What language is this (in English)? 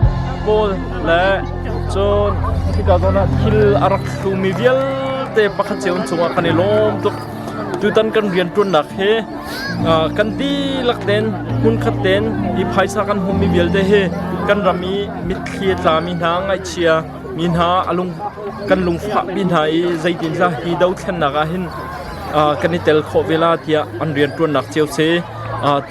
Hakha Chin